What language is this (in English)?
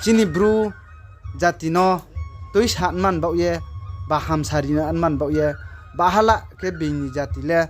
Riang (India)